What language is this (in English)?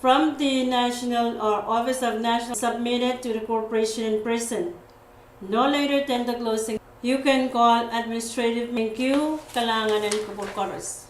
Pohnpeian